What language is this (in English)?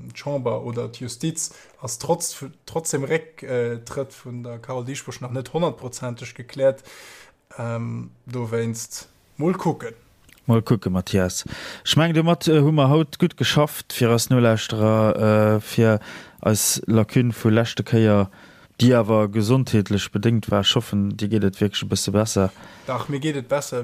Luxembourgish